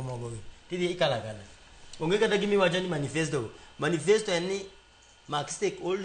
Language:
Luo (Kenya and Tanzania)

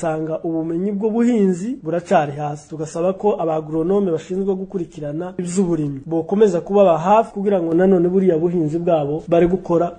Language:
Rundi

